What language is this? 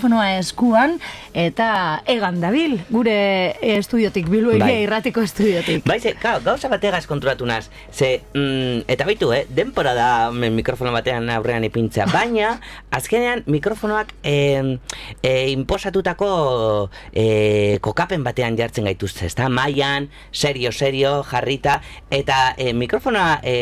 Basque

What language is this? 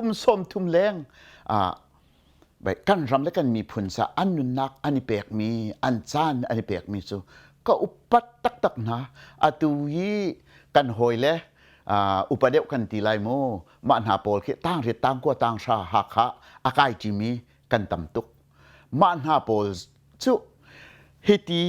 Hakha Chin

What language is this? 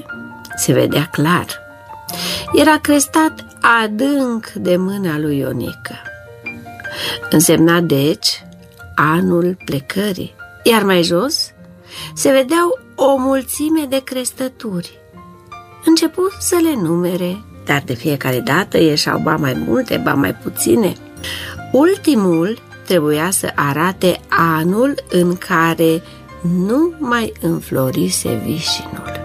Romanian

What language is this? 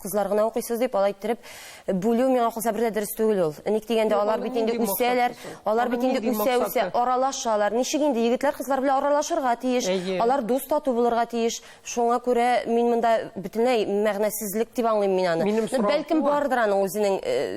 Tatar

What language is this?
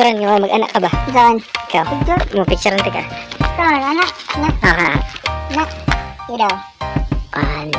Cebuano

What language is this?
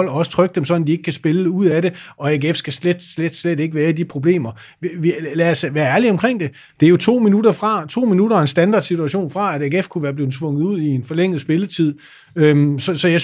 Danish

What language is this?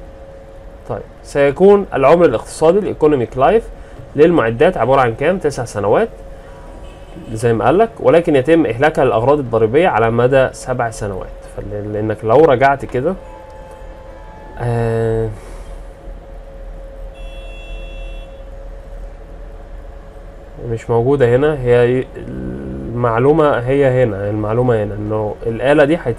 Egyptian Arabic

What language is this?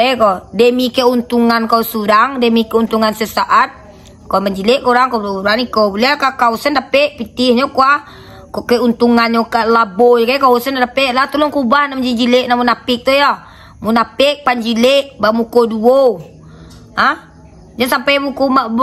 Minangkabau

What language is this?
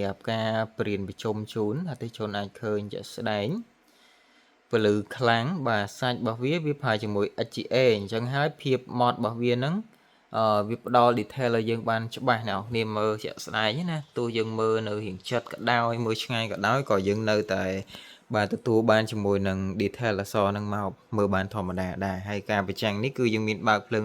Khmer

